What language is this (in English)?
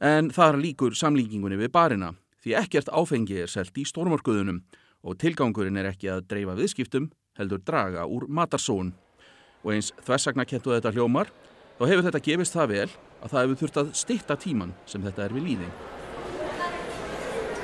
Icelandic